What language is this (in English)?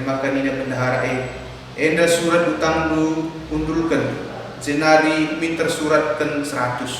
Batak Karo